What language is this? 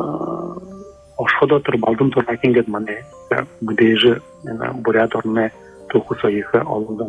Buriat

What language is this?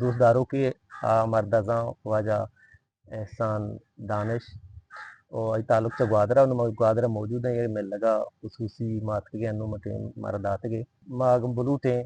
Eastern Balochi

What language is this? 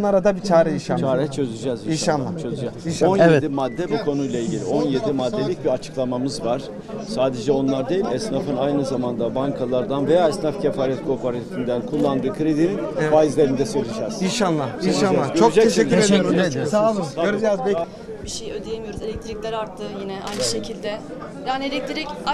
Turkish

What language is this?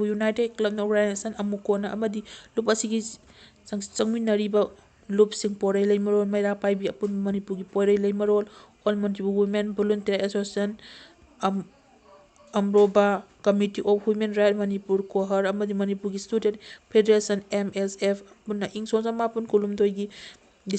Manipuri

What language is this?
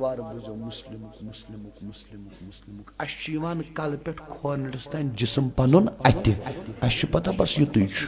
Kashmiri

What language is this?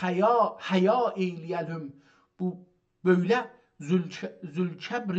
South Azerbaijani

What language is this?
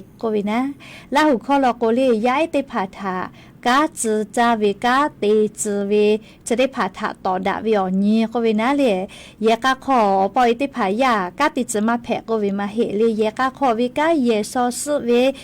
Lahu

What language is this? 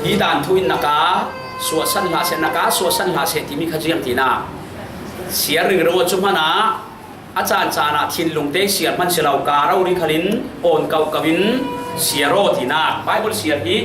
Falam Chin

